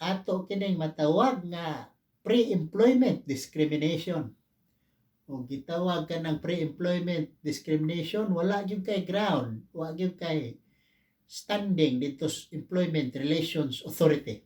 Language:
Cebuano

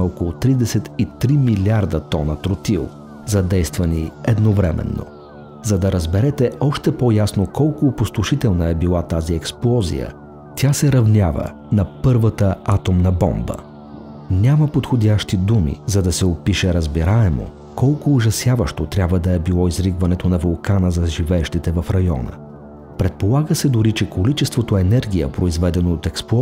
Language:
Bulgarian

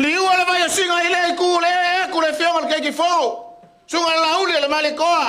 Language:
Samoan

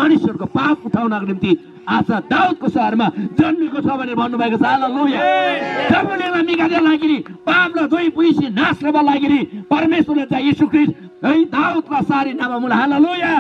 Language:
Eastern Tamang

